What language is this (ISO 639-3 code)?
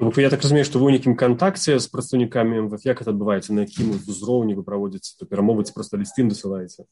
bel